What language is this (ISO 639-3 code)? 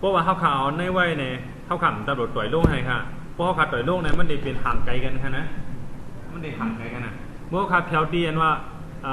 shn